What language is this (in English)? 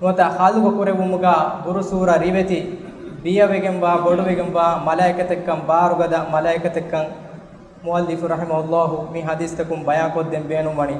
Divehi